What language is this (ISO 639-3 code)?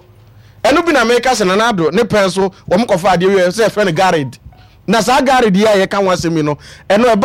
aka